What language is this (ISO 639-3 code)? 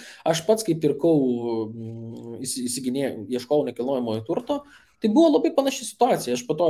lit